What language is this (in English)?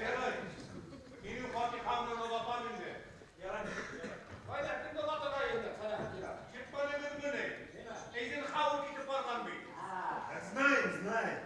Bashkir